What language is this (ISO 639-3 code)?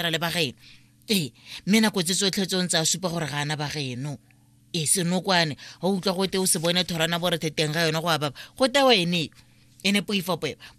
tsn